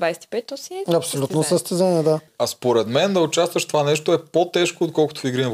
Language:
Bulgarian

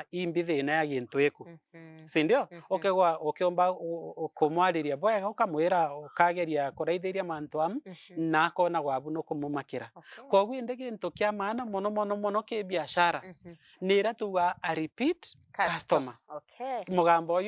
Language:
Meru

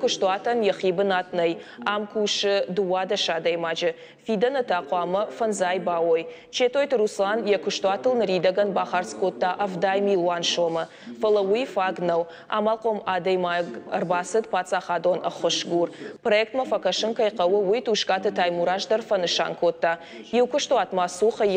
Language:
Ossetic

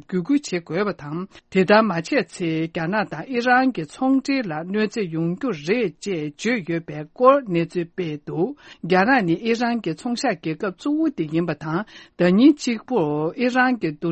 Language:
Tibetan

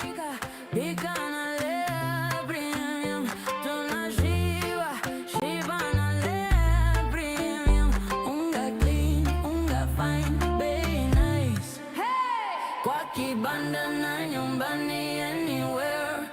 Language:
Meru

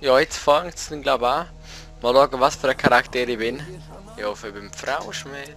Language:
Swiss German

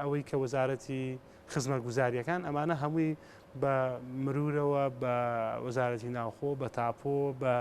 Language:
Central Kurdish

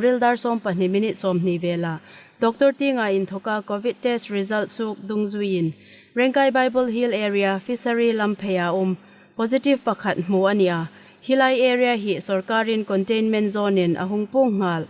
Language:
Hmar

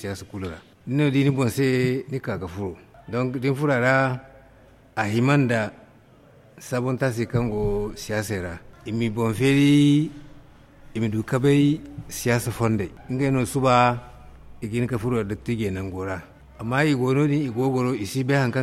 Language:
Zarma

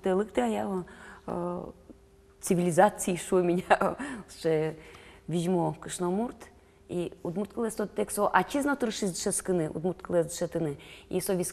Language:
Udmurt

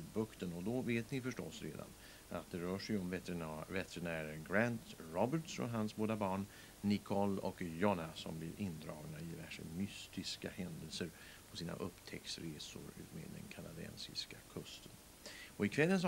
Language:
Swedish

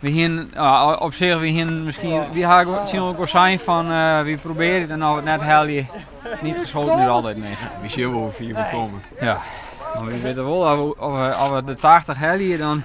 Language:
Western Frisian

